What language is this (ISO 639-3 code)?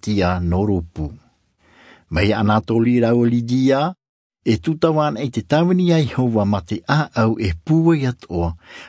tah